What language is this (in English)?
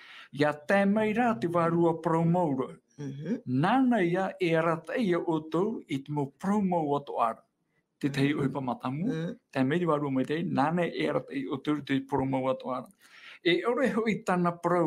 Tahitian